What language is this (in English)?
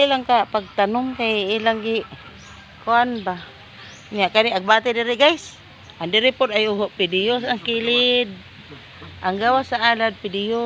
Cebuano